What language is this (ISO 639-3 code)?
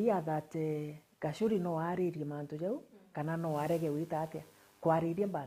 mer